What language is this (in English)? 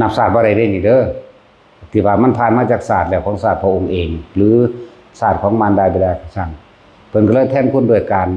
Lao